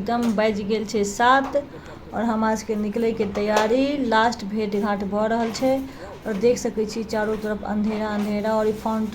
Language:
Maithili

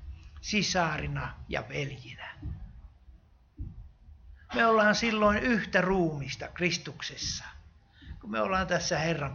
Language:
Finnish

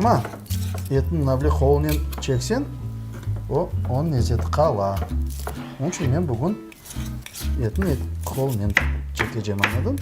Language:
Crimean Tatar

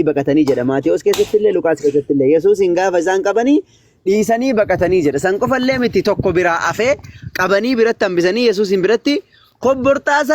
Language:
Oromo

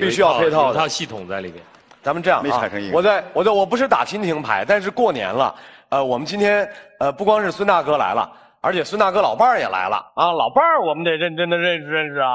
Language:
Chinese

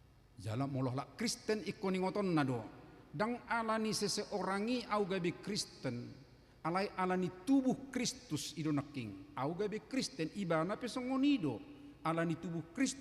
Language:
Batak Toba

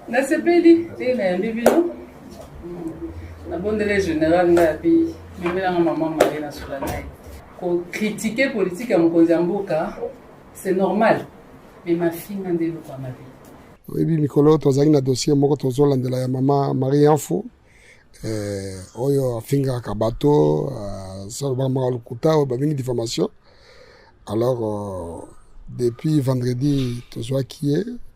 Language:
Lingala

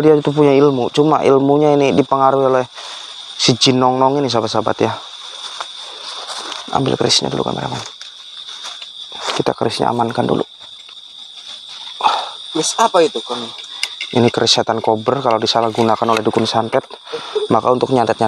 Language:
Indonesian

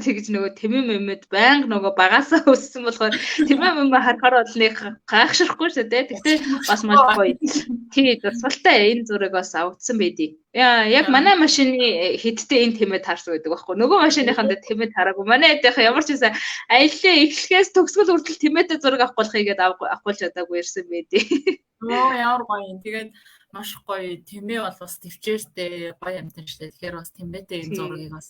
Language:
Mongolian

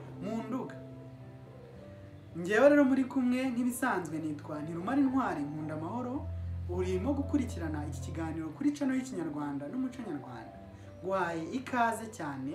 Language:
Kinyarwanda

